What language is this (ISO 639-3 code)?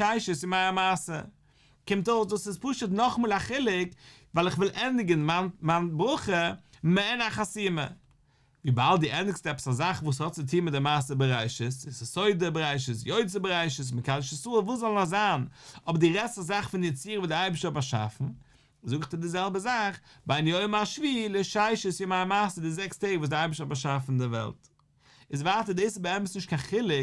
yid